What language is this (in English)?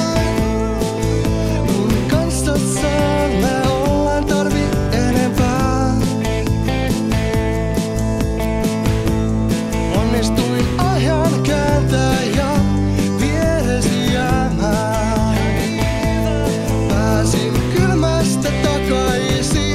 Finnish